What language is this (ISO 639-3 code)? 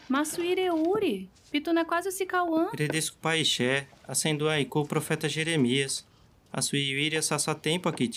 yrl